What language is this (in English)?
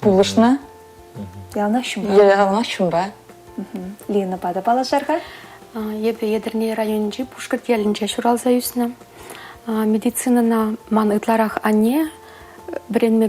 Chuvash